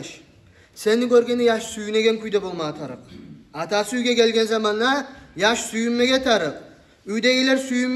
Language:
Kumyk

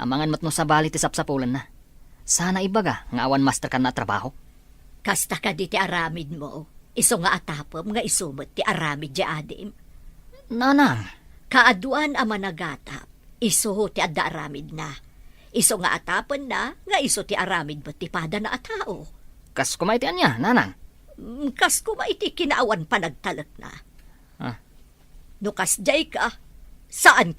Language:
Iloko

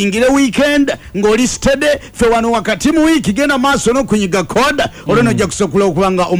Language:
Ganda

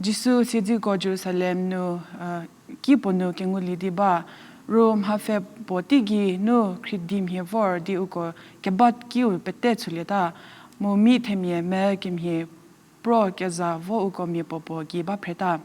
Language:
Angami Naga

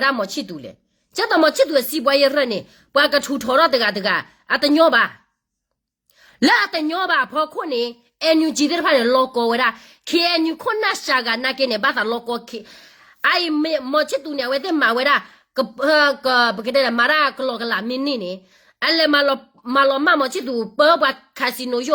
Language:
S'gaw Karen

